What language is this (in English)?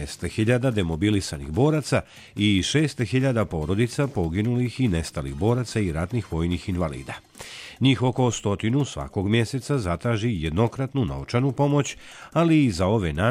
Bosnian